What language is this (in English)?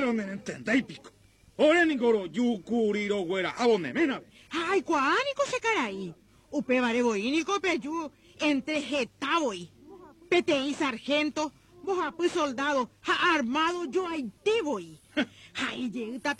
Guarani